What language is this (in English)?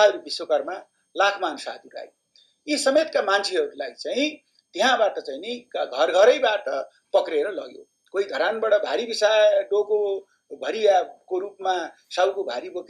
Nepali